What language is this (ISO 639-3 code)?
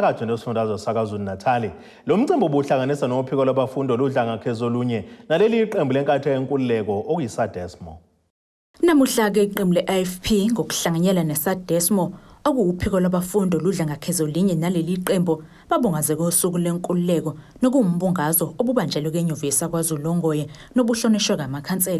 zul